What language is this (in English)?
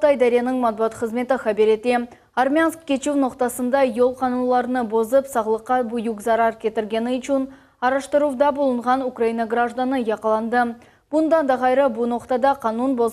Crimean Tatar